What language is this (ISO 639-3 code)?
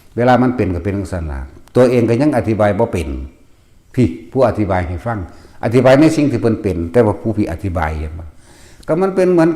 tts